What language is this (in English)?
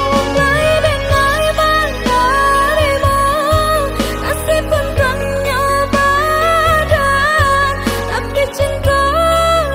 Minangkabau